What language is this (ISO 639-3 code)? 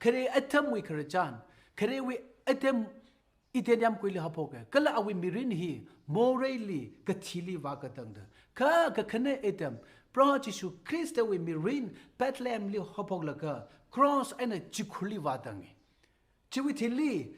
nmf